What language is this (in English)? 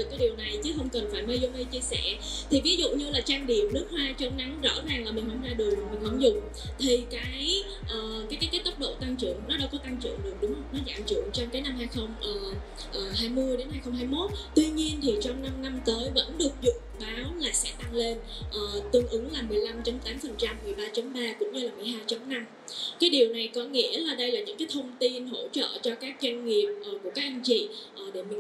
Vietnamese